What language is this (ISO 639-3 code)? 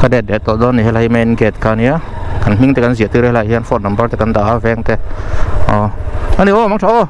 lus